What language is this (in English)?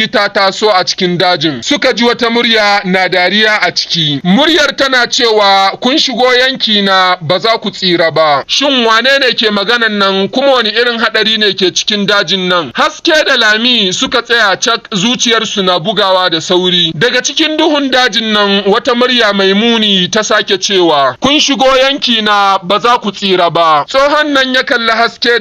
Hausa